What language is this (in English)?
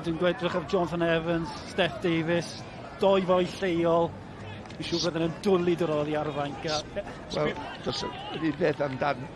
Welsh